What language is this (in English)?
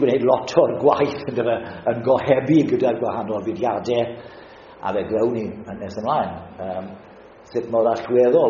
Welsh